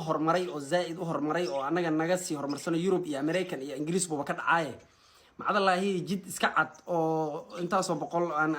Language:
Somali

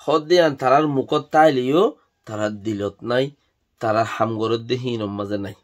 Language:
Rohingya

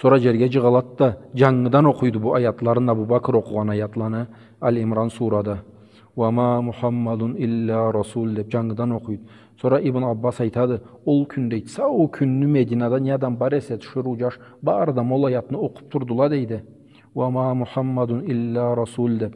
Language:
Karachay-Balkar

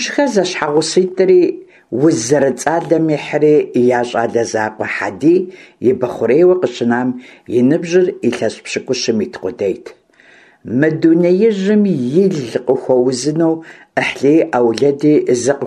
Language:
Kabardian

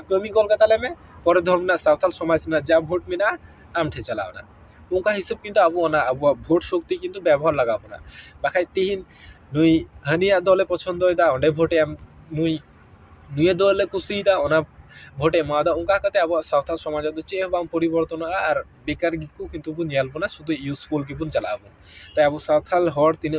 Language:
Santali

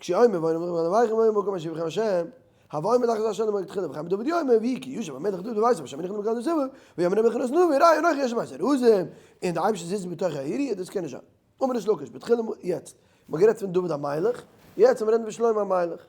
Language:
Yiddish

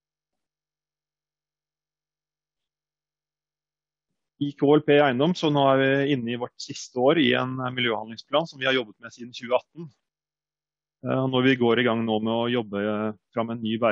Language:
Norwegian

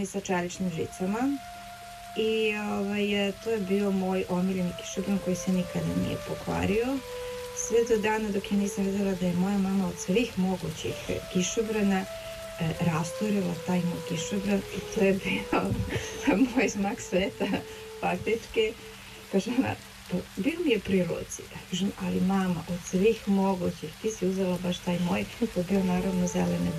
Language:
Serbian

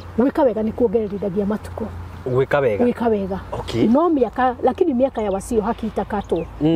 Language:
Kikuyu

